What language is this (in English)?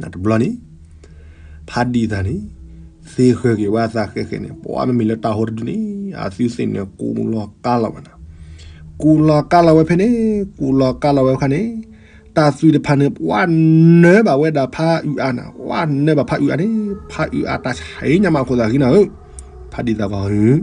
S'gaw Karen